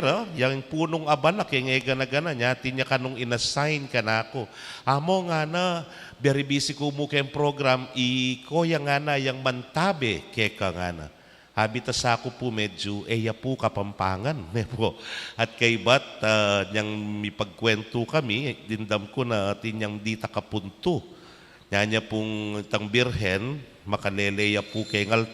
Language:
Pampanga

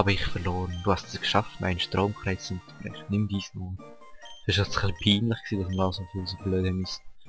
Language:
Swiss German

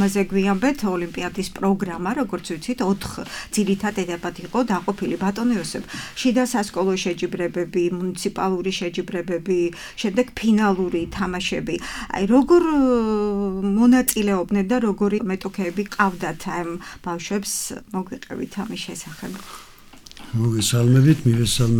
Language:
Georgian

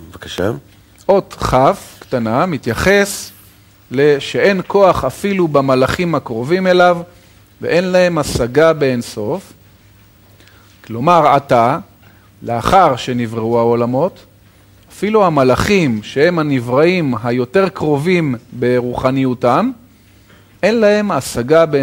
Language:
Hebrew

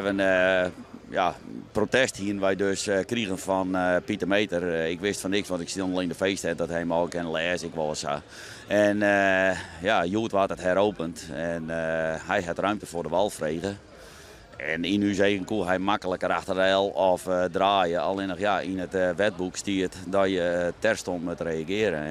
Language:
Western Frisian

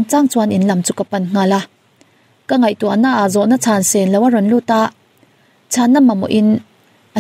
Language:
Mizo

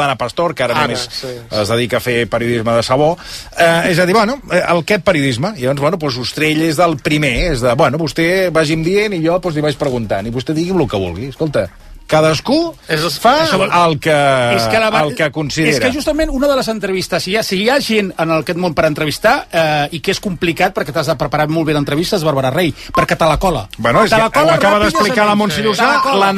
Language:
Catalan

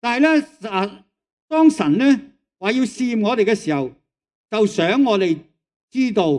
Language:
Cantonese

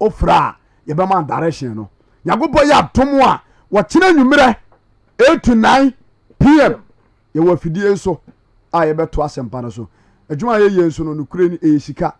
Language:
Akan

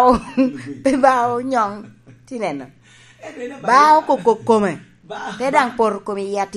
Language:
Lango (Uganda)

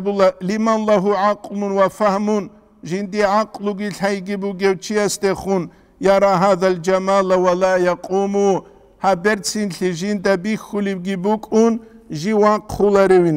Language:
Avaric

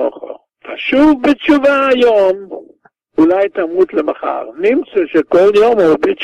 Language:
Hebrew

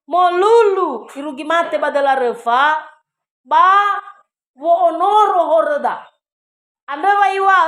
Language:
Nias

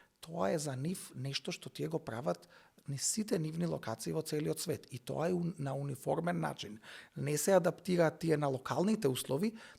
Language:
Macedonian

